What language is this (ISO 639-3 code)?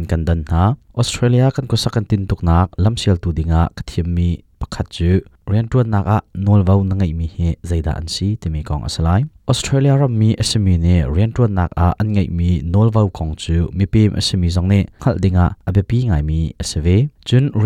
cnh